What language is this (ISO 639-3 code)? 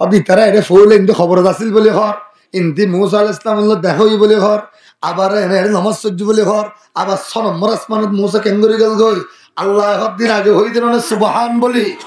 rhg